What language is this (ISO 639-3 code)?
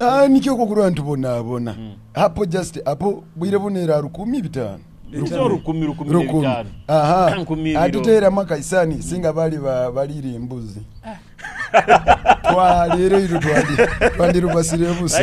nyo